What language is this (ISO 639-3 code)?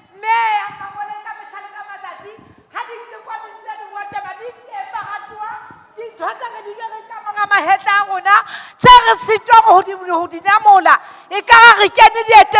sot